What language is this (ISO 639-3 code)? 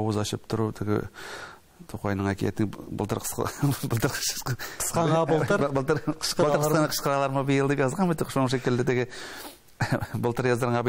tat